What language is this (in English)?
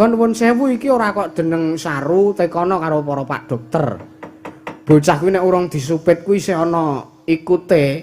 Javanese